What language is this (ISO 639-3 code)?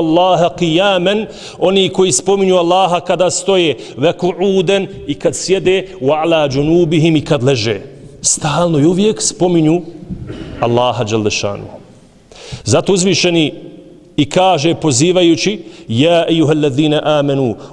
bos